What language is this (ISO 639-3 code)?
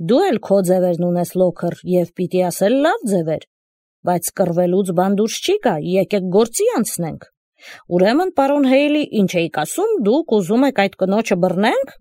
hye